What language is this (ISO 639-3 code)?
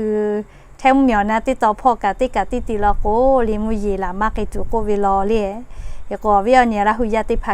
lhu